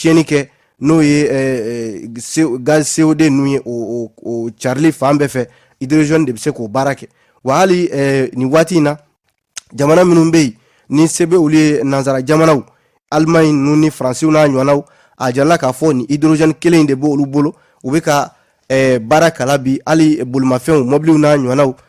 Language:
Bambara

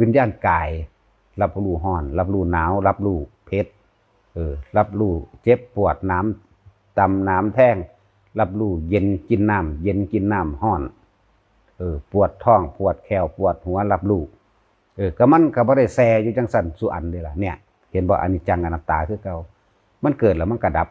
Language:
Northeastern Thai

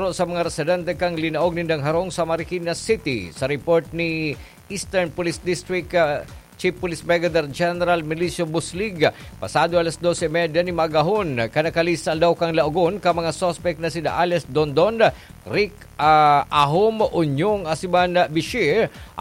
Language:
Bikol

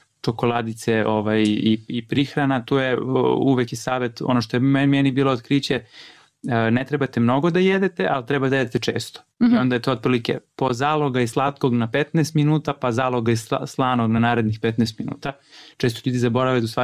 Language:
Serbian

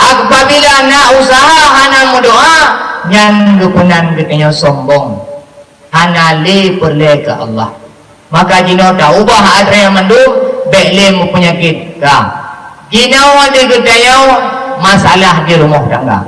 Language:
Achinese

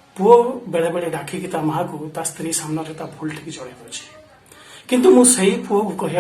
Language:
Odia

